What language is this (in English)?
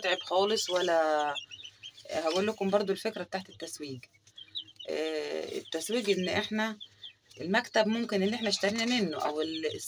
Egyptian Arabic